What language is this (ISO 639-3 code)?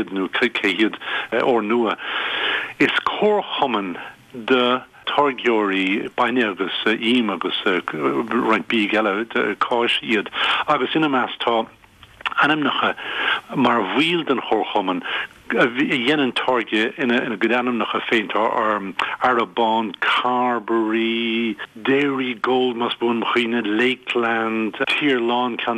gle